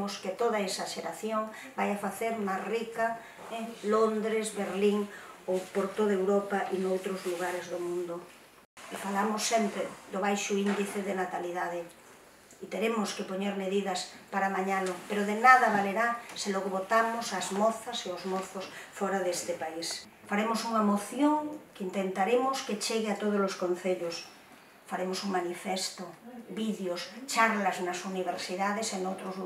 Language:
Galician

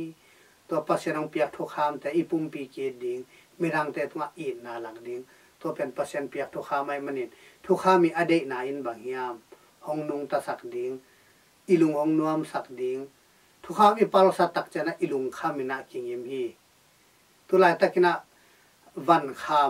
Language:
Tedim Chin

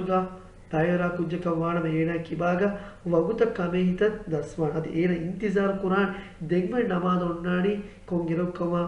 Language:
Divehi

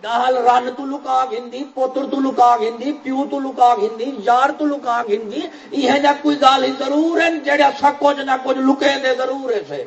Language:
Saraiki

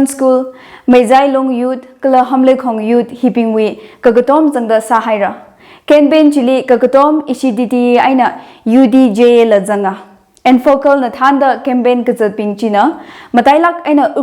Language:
Tangkhul Naga (India)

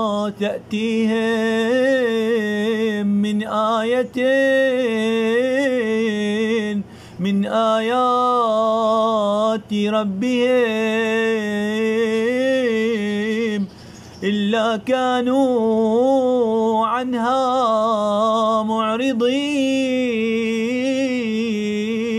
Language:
Arabic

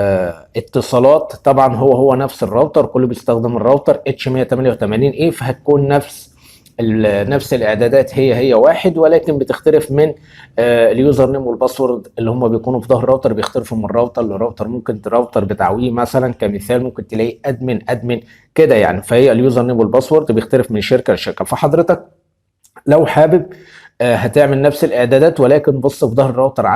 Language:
Egyptian Arabic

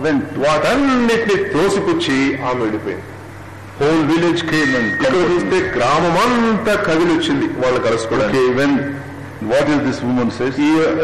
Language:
Telugu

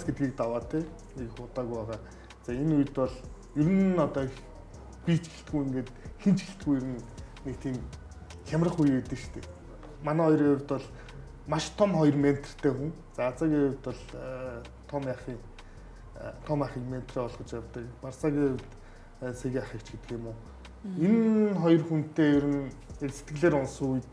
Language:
Mongolian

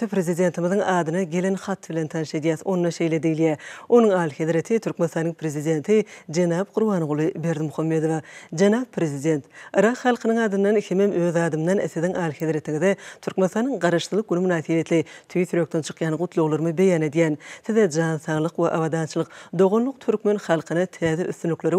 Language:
Turkmen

